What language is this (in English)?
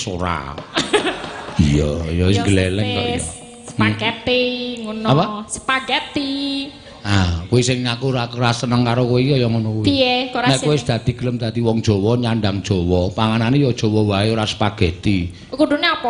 Javanese